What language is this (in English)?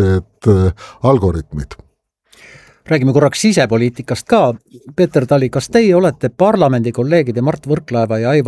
Estonian